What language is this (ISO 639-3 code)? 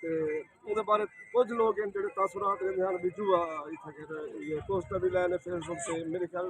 skr